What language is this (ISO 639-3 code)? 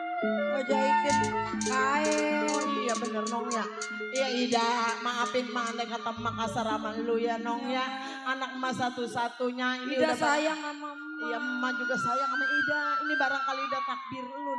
bew